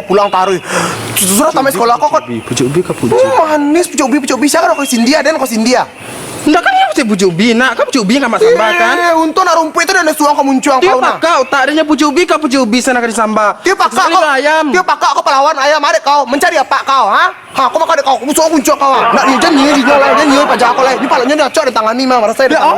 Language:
Minangkabau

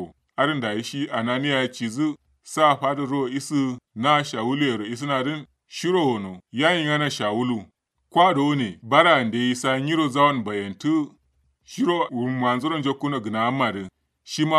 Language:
Kanuri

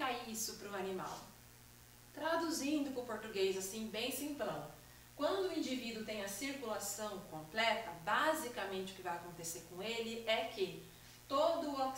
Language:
Portuguese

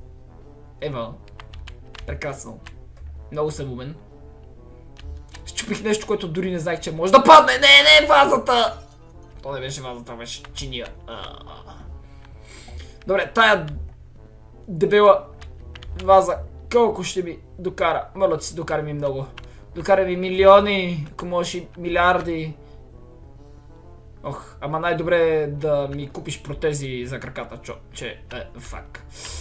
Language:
Bulgarian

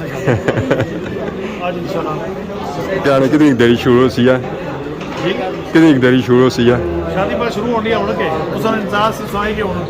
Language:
Pahari-Potwari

